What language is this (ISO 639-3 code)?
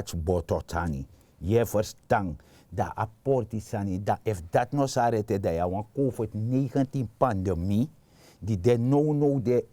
srn